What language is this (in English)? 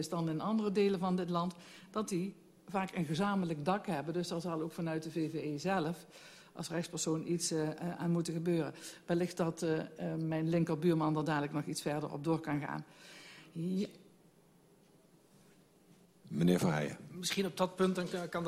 Dutch